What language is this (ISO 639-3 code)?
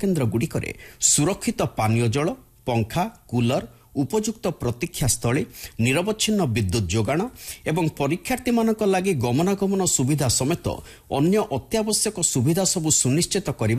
ori